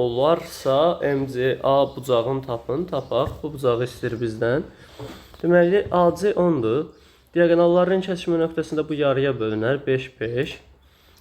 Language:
Azerbaijani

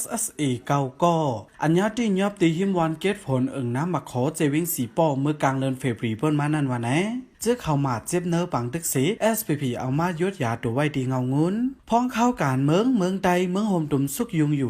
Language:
Shan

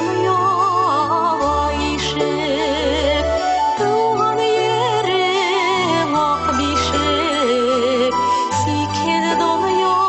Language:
Bashkir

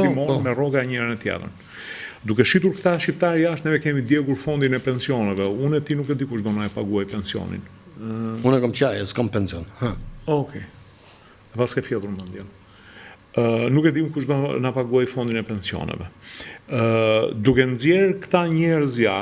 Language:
Albanian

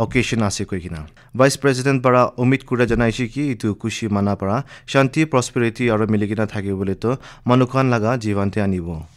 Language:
Naga Pidgin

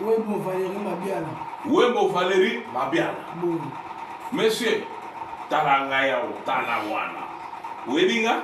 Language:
Lingala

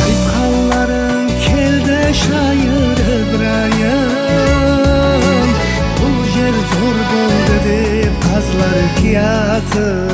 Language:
Kara-Kalpak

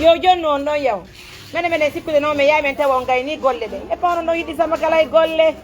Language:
Fula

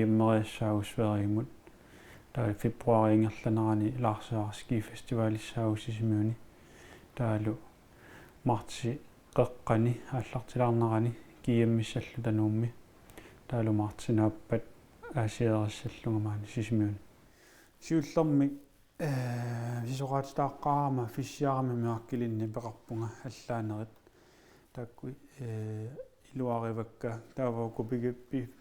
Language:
Kalaallisut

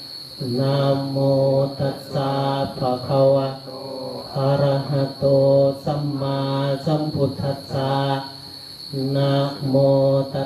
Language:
Pali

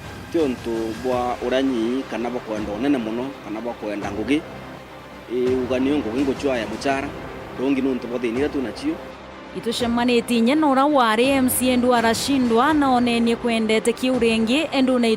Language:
Meru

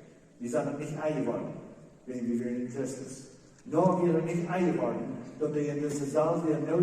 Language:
Plautdietsch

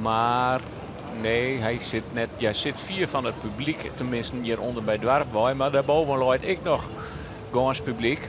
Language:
Western Frisian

